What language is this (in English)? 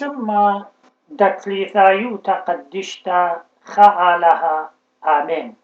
Assyrian Neo-Aramaic